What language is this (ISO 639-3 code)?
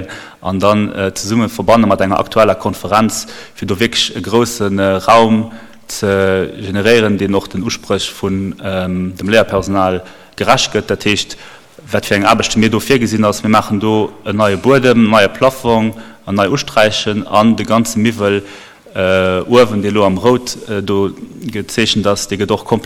ltz